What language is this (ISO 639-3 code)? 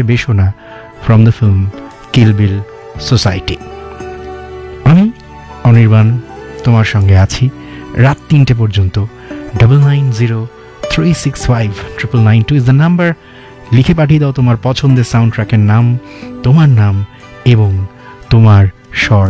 ben